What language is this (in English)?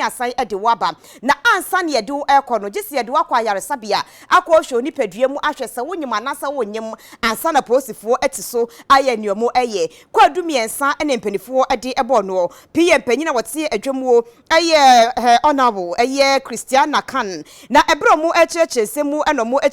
Akan